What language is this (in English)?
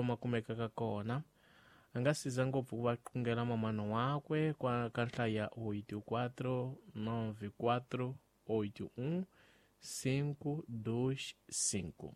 Tsonga